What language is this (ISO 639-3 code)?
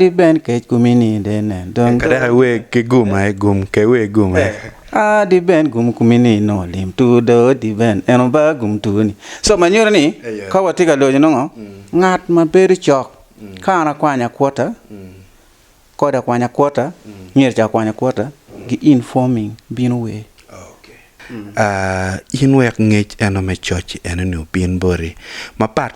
ach